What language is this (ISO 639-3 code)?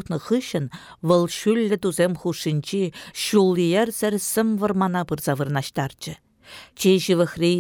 chv